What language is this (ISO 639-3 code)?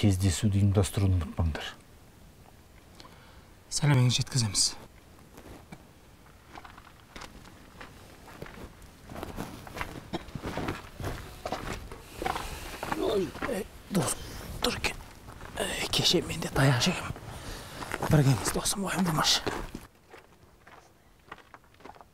kaz